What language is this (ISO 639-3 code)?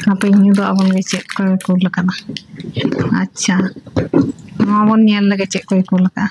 sat